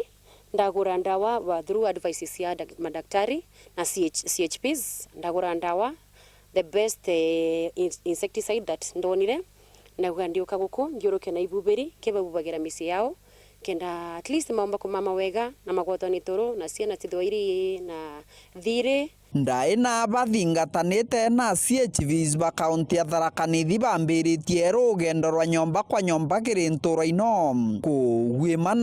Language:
Meru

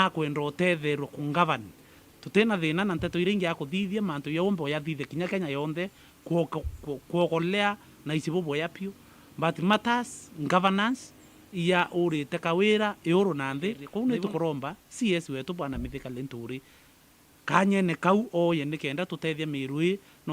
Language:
Meru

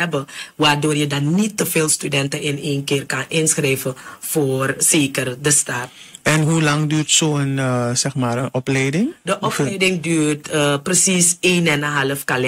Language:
Dutch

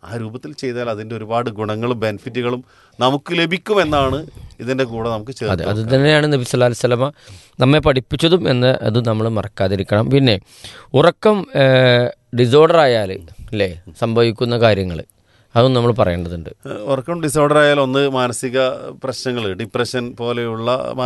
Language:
Malayalam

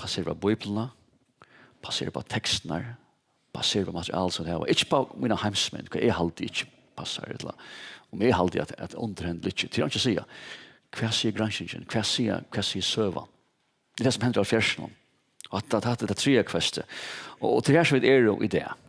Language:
Faroese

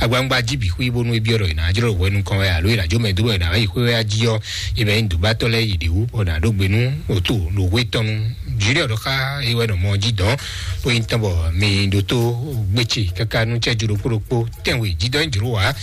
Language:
Fon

